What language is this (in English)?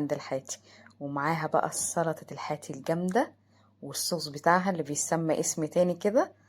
Egyptian Arabic